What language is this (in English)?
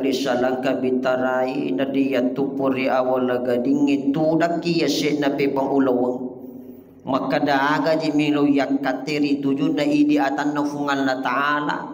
Buginese